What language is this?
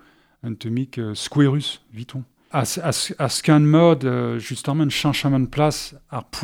Breton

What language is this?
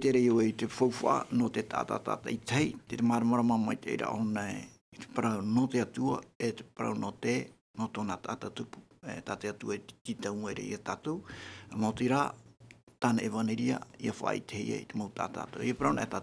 Tahitian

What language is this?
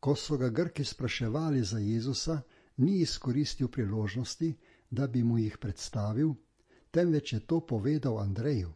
Slovenian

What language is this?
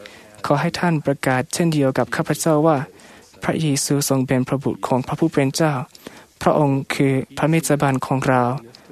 Thai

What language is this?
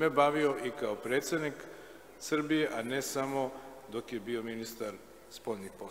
Serbian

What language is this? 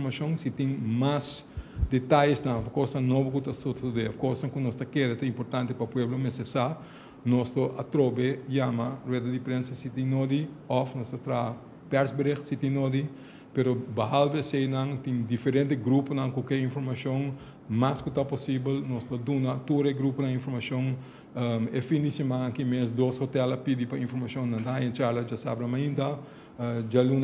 Papiamento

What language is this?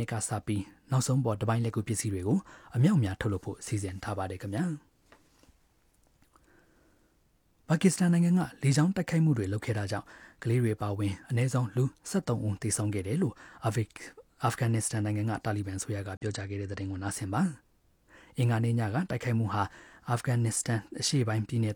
Burmese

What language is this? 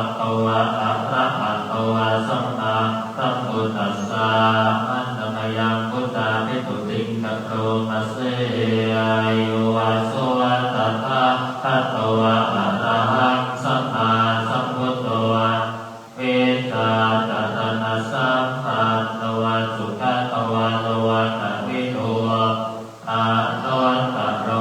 Pali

